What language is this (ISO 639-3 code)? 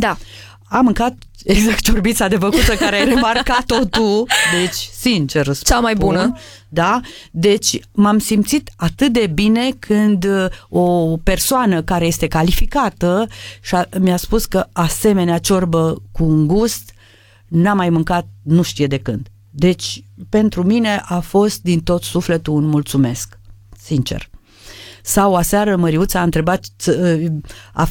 ron